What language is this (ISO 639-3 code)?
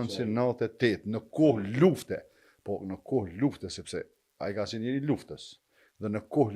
sqi